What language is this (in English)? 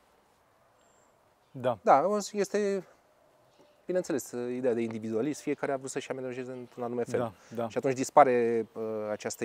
Romanian